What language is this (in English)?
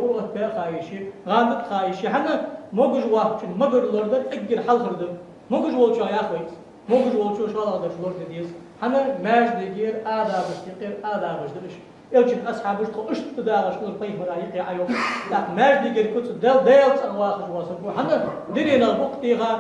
Ingush